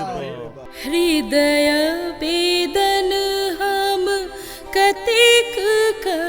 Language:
Maithili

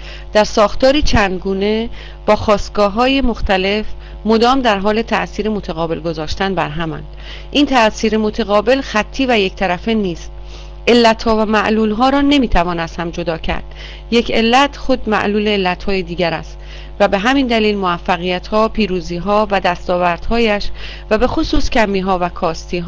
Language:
Persian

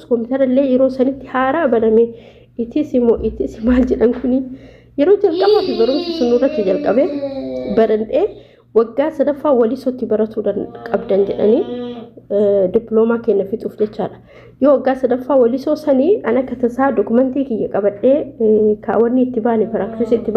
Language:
Oromo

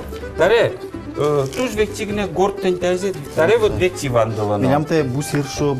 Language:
Udmurt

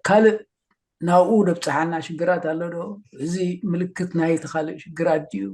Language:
Tigrinya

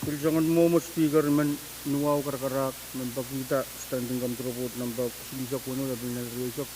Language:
Pohnpeian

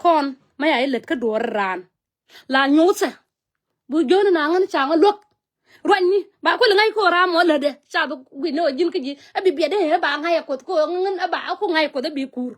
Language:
Nuer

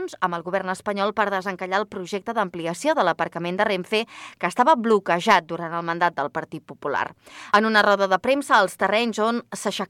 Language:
Catalan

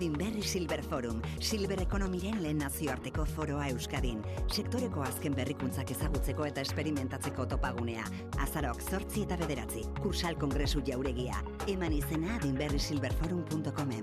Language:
Basque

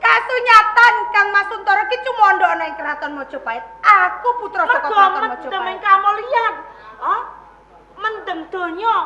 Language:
Javanese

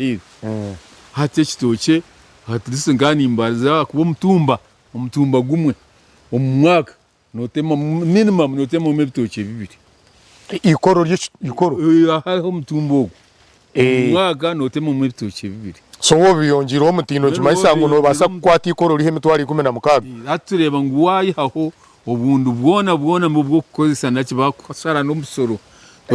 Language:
Nyankole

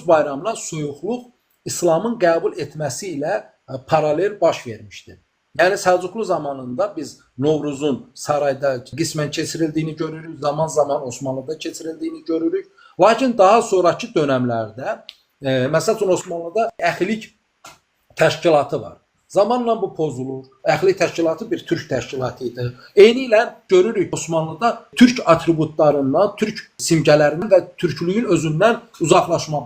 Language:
Azerbaijani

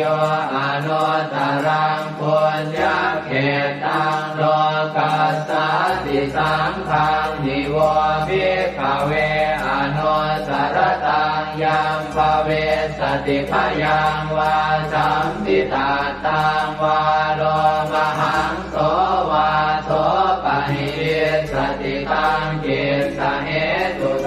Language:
Pali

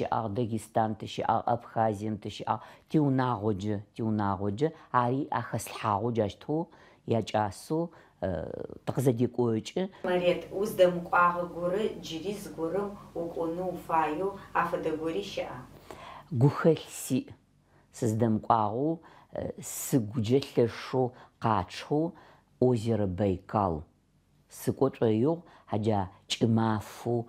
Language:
Adyghe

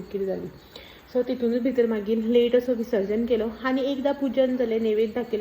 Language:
Konkani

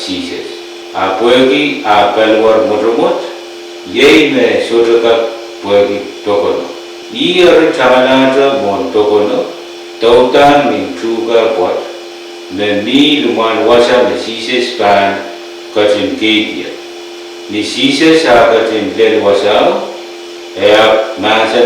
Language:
Pohnpeian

